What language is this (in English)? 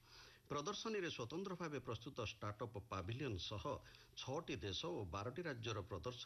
Odia